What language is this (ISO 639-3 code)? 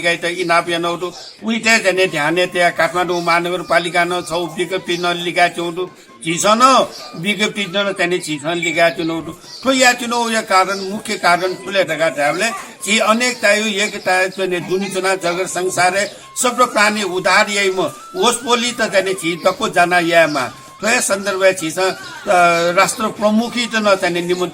new